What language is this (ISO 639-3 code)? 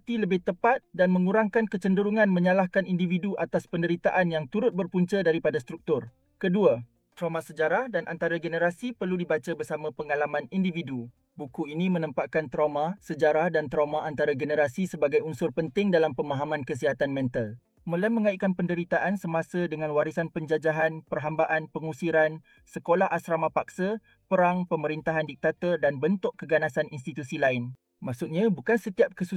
msa